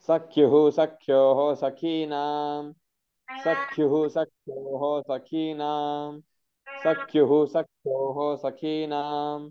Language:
Sanskrit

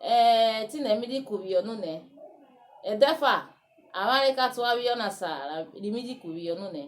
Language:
Urhobo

